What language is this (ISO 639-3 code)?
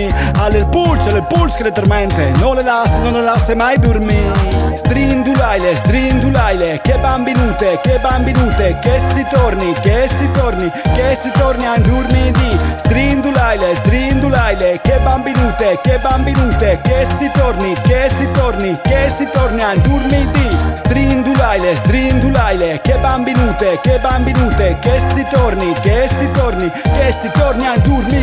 fur